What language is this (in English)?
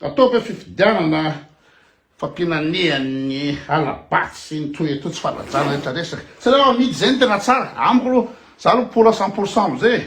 Malagasy